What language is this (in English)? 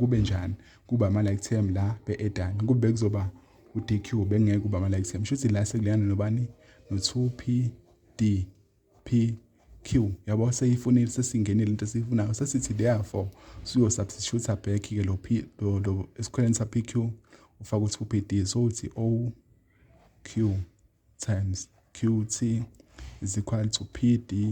Zulu